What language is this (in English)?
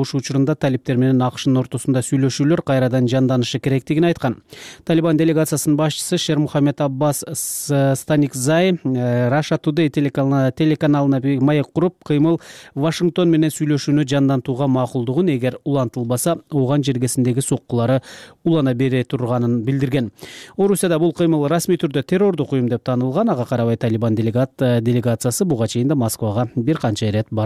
Kyrgyz